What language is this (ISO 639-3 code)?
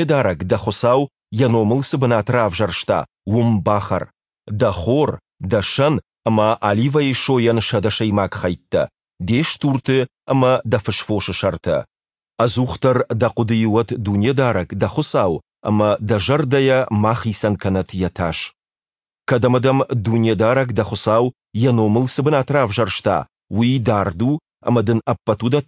oss